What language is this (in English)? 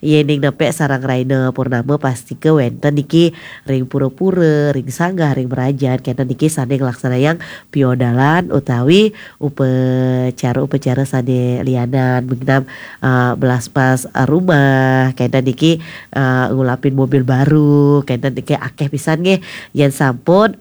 Balinese